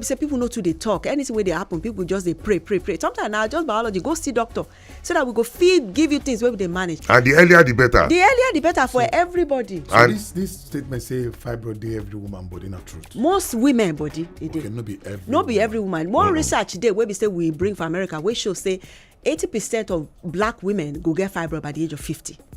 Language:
Nigerian Pidgin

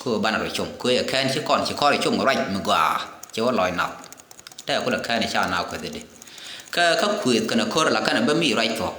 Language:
Nuer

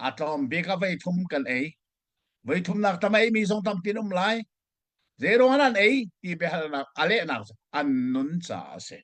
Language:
Hakha Chin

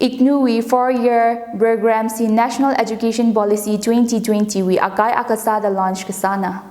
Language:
Tangkhul Naga (India)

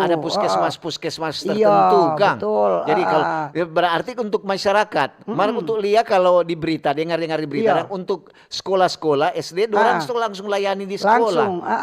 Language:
Manado Malay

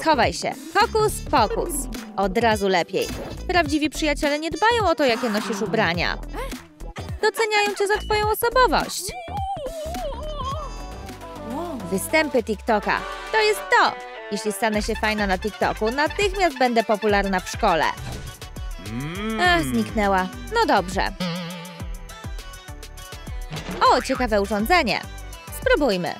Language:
Polish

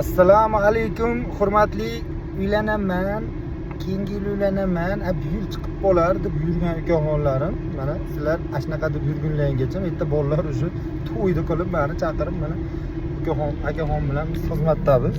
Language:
Uzbek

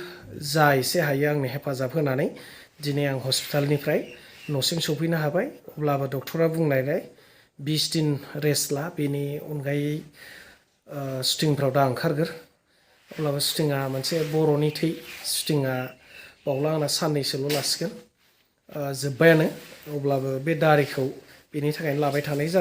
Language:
Bodo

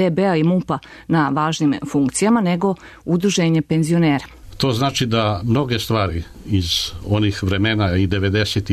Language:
Serbian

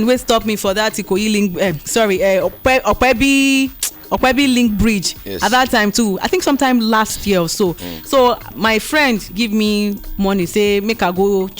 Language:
Nigerian Pidgin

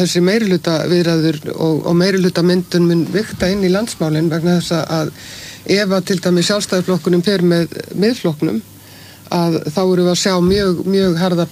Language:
Icelandic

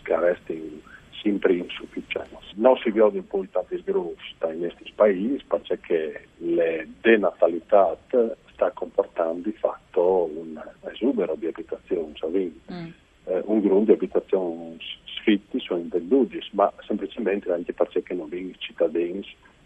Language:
Friulian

